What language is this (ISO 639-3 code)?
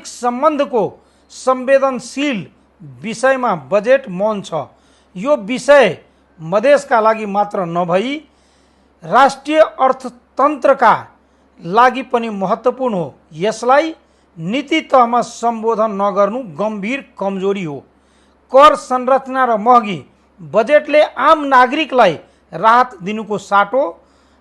nep